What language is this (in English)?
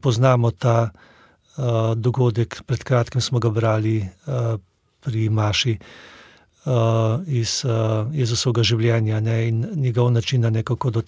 Slovenian